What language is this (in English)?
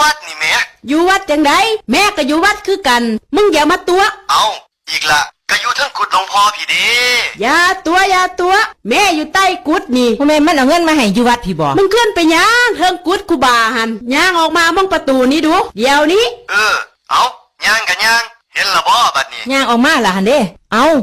Northeastern Thai